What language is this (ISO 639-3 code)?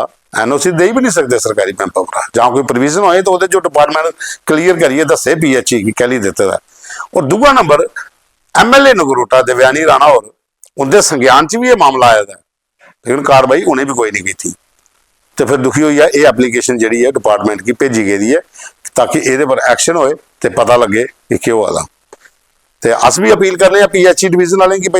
doi